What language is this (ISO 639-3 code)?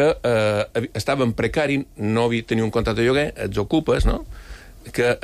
cat